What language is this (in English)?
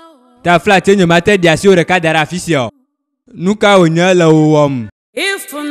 Ewe